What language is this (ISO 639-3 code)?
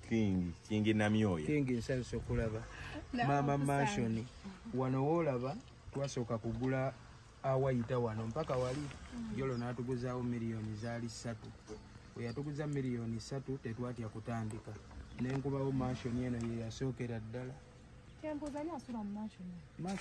lug